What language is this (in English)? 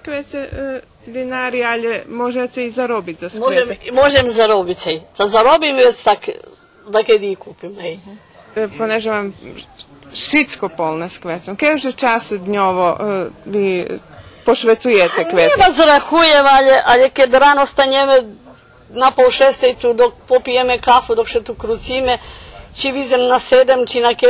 Rusyn